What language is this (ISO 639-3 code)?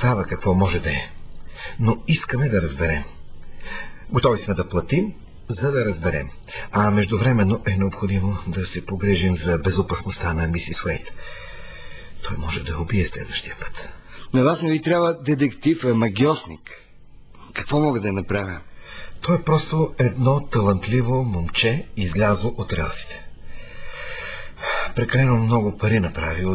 bul